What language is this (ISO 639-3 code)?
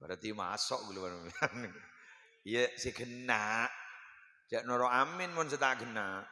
mad